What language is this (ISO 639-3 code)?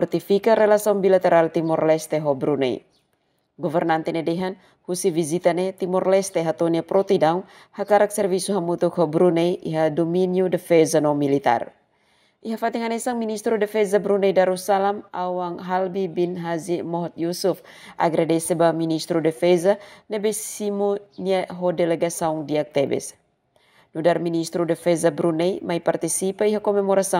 tet